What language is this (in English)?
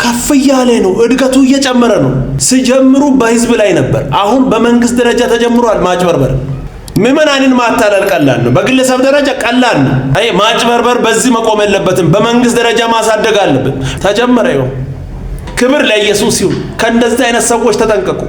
Amharic